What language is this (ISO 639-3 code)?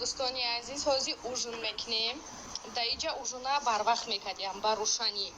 tgk